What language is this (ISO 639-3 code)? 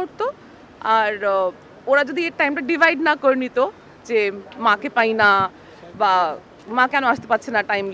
ben